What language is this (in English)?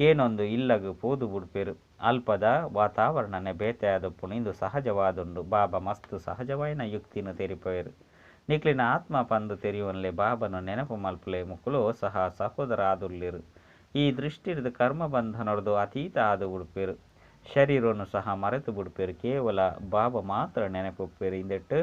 Tulu